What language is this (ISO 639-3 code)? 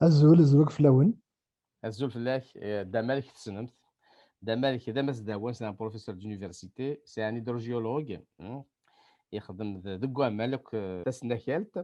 kab